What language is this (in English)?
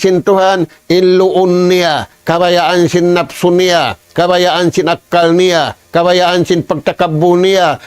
Tausug